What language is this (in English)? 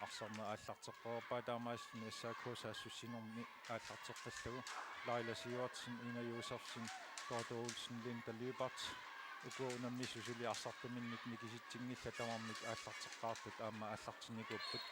Kalaallisut